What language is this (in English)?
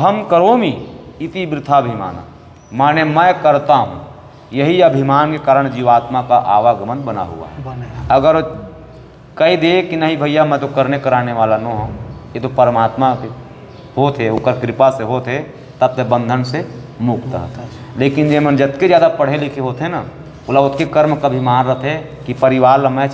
Chhattisgarhi